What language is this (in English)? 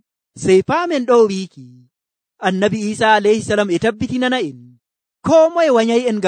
Nigerian Fulfulde